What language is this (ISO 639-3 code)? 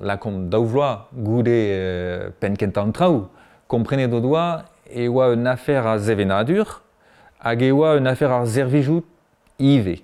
bre